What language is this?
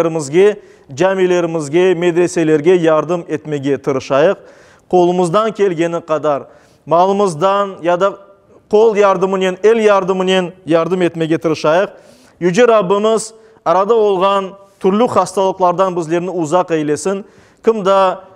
Crimean Tatar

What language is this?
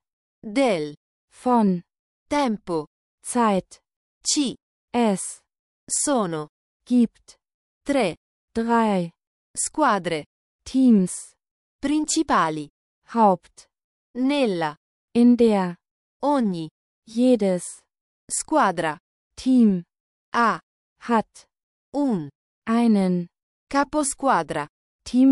Italian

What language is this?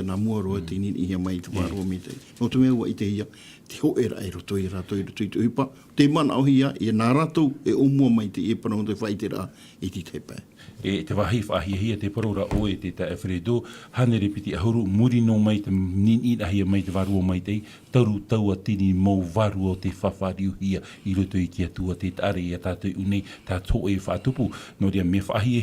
Tahitian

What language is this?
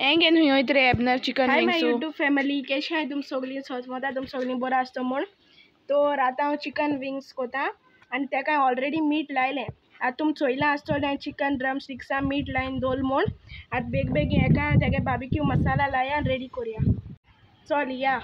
Konkani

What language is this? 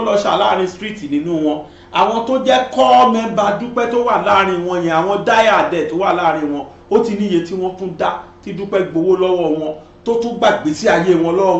Yoruba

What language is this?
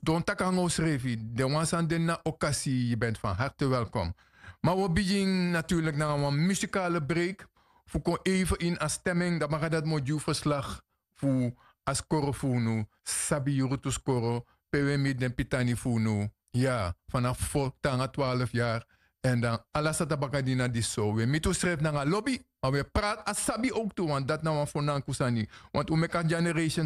Sranan Tongo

